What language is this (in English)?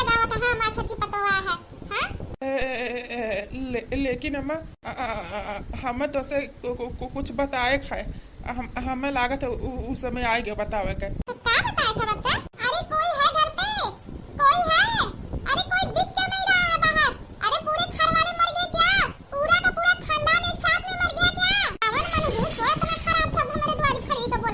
Awadhi